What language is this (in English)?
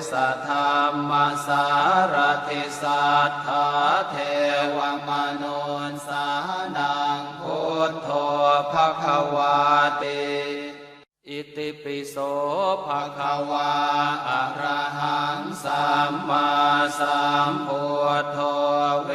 Pali